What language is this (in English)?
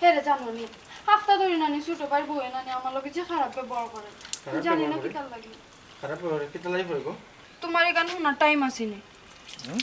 Sylheti